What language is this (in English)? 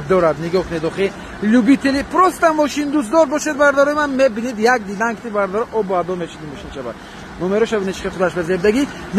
Tajik